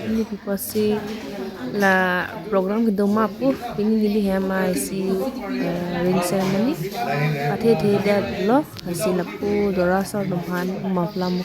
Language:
Karbi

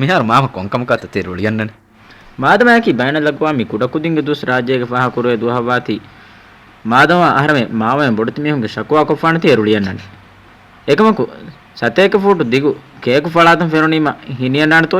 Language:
Divehi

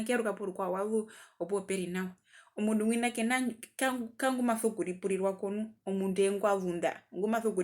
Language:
Herero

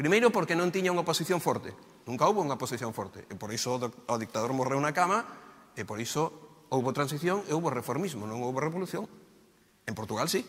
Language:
Galician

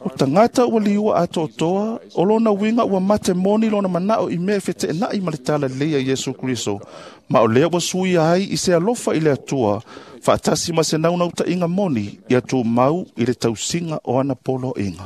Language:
Samoan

